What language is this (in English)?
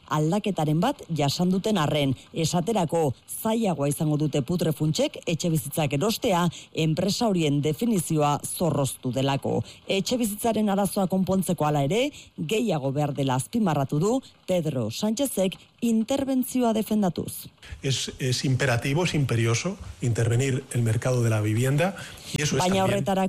Basque